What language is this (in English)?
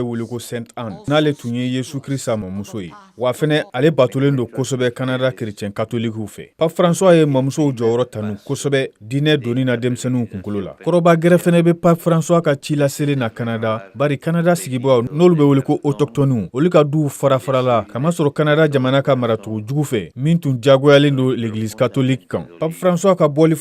Bambara